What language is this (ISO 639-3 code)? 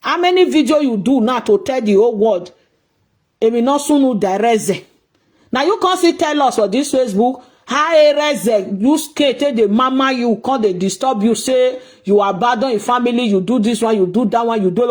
pcm